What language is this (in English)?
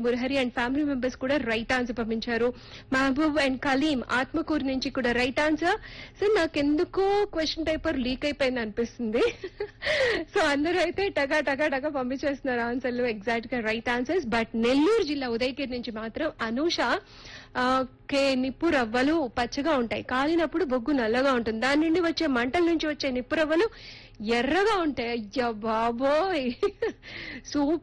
Telugu